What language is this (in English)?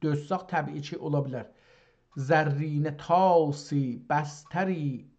South Azerbaijani